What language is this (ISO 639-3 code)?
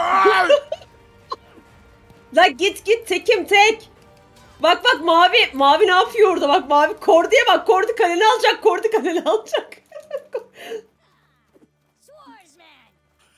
tur